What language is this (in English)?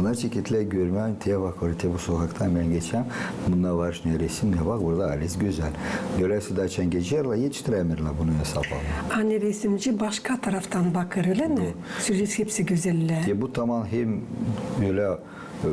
Gagauz